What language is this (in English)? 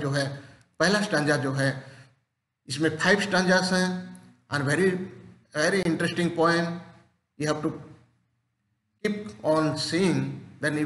Hindi